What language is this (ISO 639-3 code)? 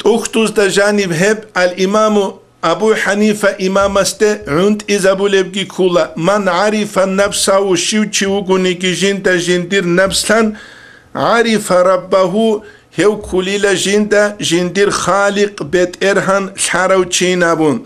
ava